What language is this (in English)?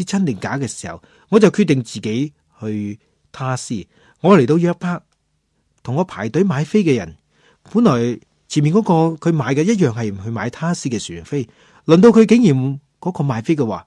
Cantonese